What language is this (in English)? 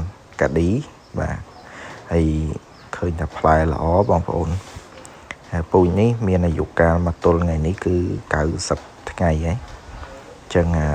Khmer